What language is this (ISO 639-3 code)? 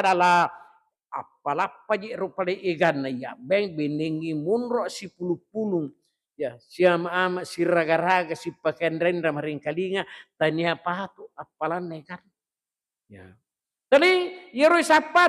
bug